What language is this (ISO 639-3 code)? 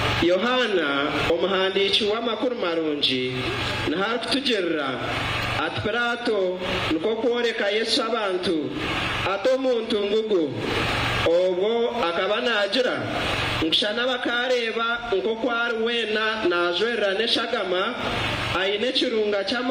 nyn